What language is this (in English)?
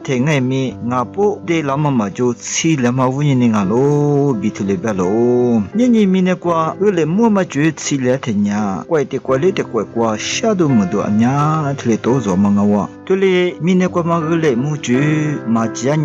Lisu